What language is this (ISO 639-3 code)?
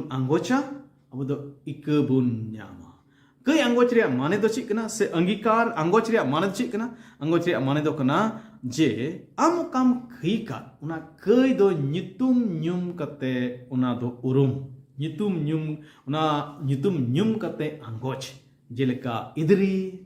sat